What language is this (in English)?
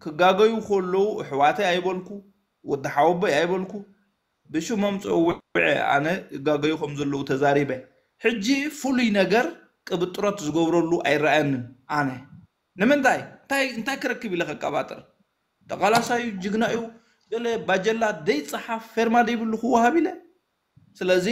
Tigrinya